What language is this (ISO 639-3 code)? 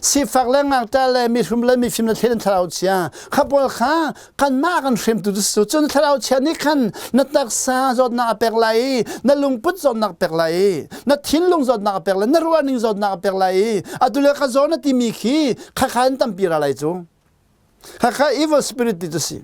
cnh